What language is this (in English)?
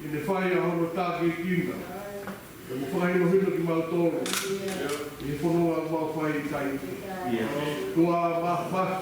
Tongan